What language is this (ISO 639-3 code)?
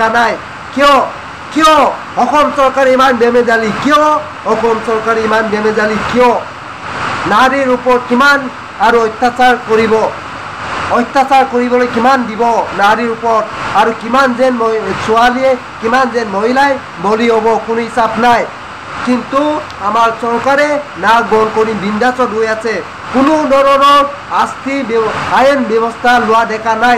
asm